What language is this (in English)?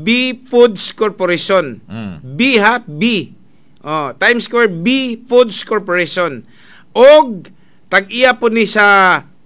Cebuano